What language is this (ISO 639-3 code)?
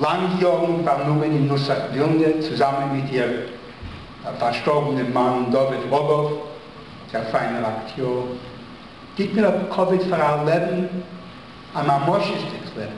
yid